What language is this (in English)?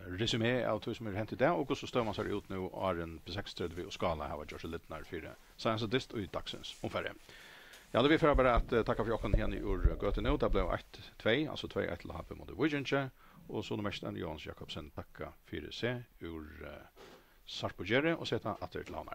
Faroese